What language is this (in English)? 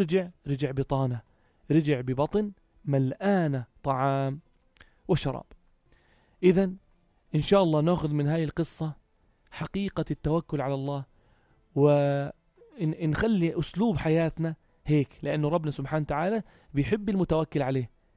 North Levantine Arabic